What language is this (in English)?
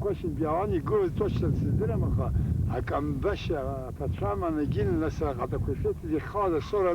Abkhazian